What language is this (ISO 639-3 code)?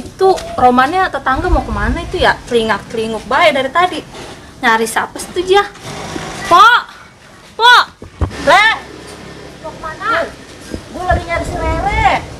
bew